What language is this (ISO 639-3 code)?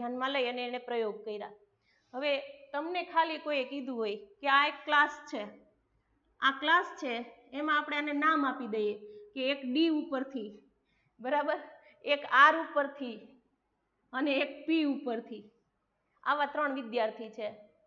guj